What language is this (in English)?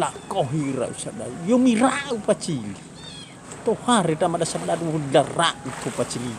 Nias